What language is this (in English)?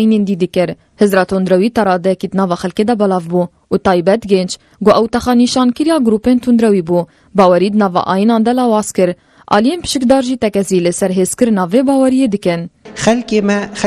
Kurdish